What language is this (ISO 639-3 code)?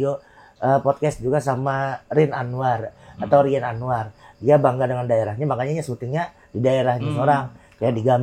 bjn